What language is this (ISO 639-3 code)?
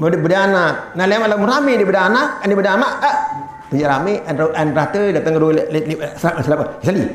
sas